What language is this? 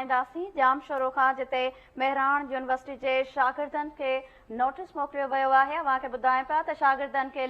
Sindhi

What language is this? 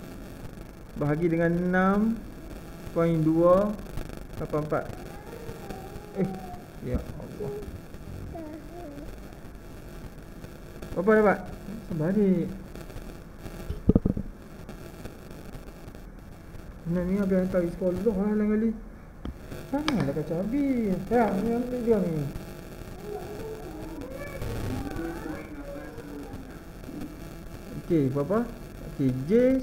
Malay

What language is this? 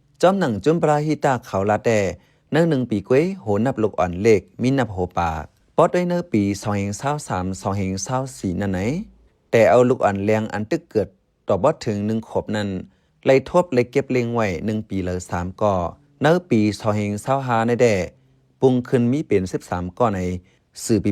Shan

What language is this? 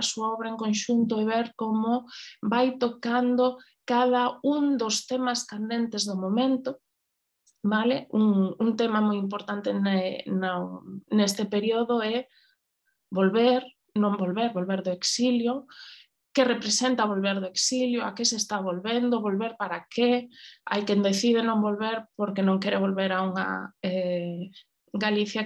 Galician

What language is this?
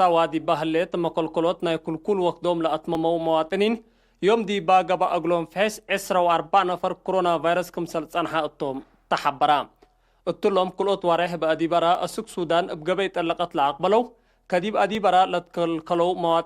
Tigre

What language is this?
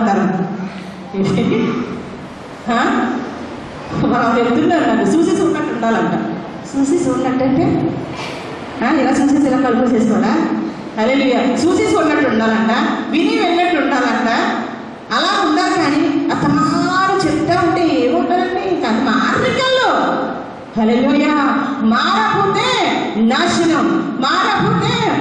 Telugu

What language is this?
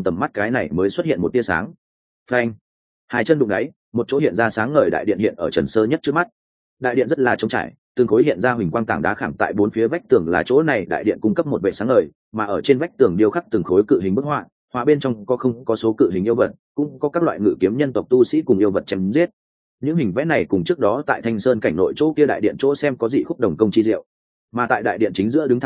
Vietnamese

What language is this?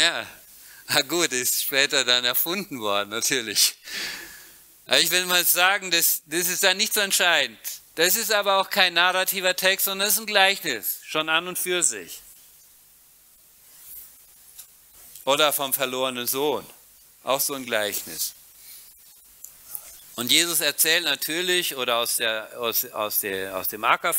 German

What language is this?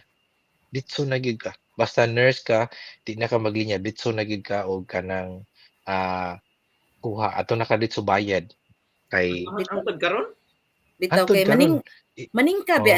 Cebuano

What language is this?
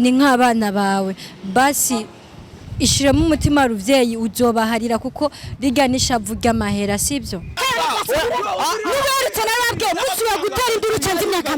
Rundi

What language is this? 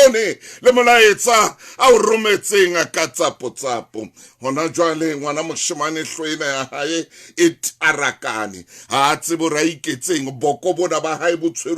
Southern Sotho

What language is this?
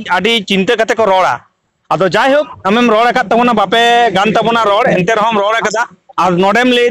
Santali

